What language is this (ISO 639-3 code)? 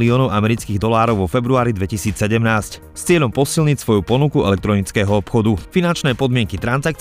slk